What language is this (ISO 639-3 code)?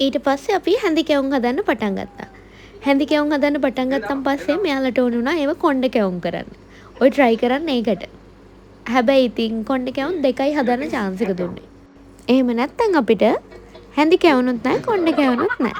sin